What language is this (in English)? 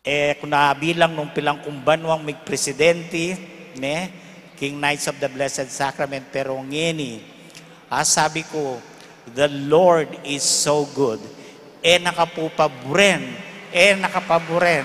Pampanga